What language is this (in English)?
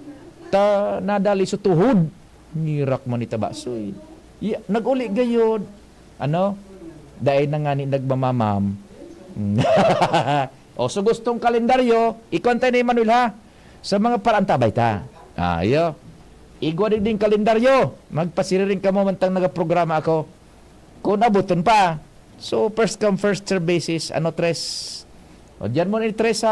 Bikol